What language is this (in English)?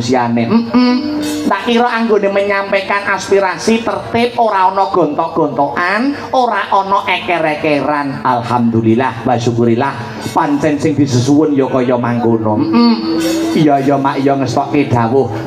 Javanese